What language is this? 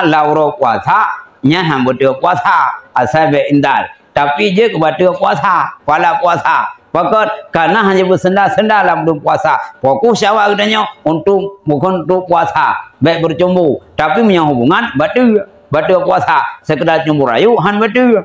Achinese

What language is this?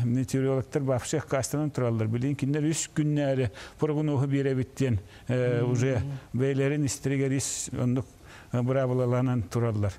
Yakut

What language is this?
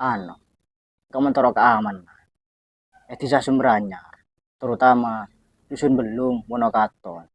Madurese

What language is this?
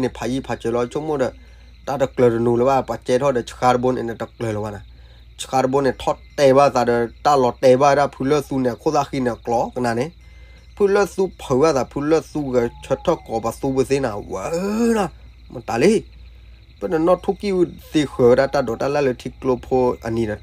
S'gaw Karen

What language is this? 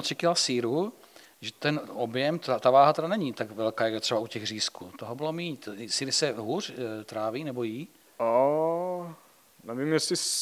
Czech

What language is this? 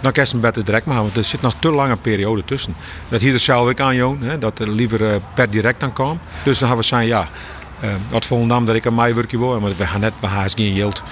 Western Frisian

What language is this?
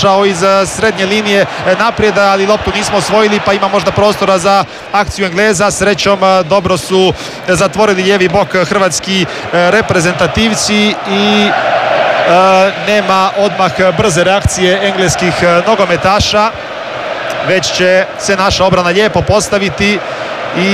Croatian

